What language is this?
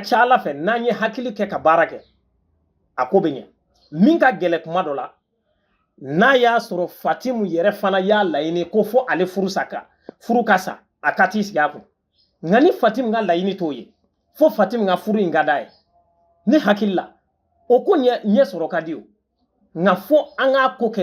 Bambara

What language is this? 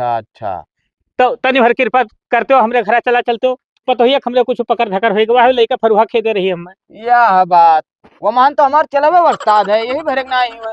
Awadhi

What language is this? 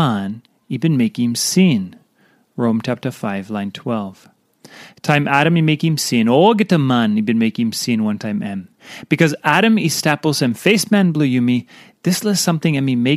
Tok Pisin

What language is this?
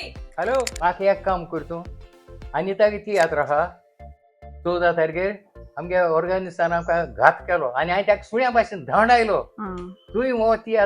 Konkani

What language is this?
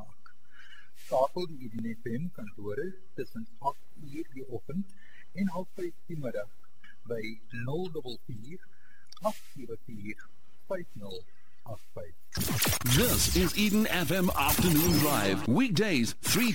Afrikaans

